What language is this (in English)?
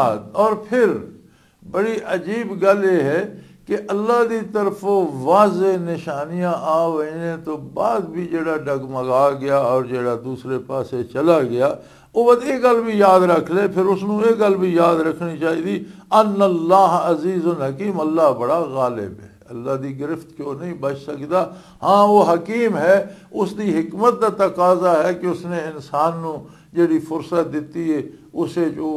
Western Panjabi